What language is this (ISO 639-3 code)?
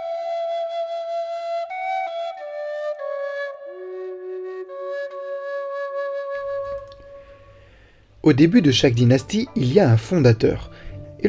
fra